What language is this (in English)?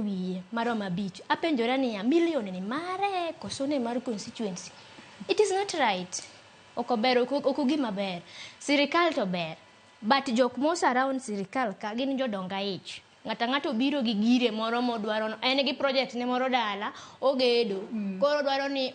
Luo (Kenya and Tanzania)